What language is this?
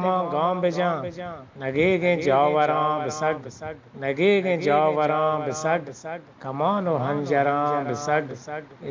Eastern Balochi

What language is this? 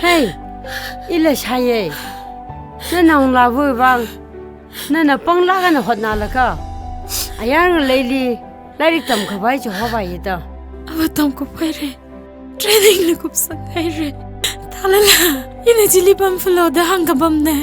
Tangkhul Naga (India)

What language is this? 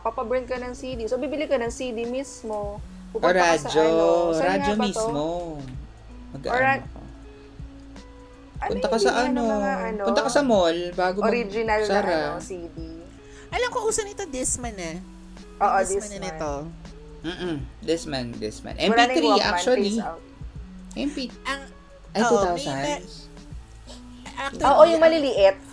Filipino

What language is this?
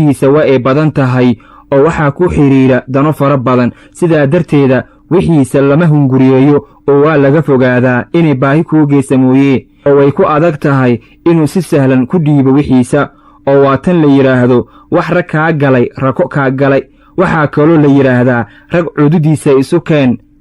Somali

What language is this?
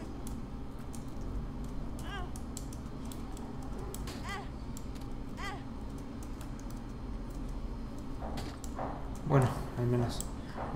Spanish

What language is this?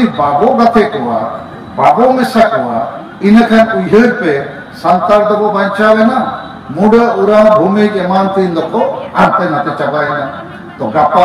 Santali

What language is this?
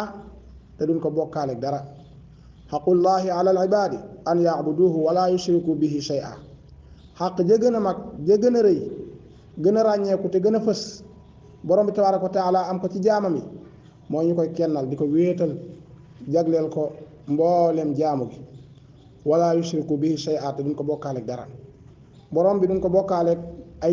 Wolof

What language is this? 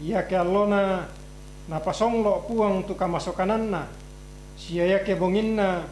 Toraja-Sa'dan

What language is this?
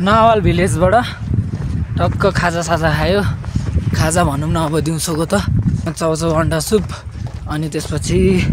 Nepali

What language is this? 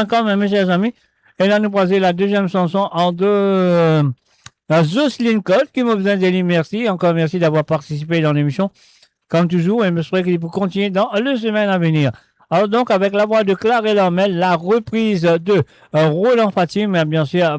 Morisyen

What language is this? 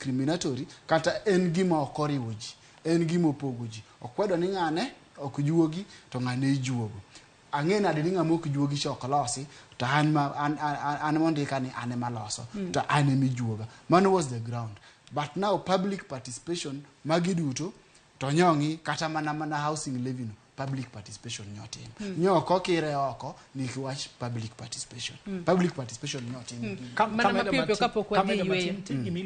Luo (Kenya and Tanzania)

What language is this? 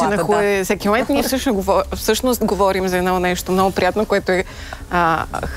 Bulgarian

